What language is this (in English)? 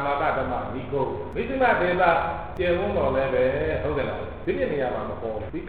Burmese